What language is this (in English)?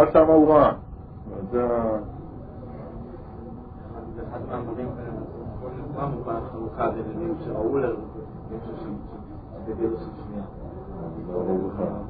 Hebrew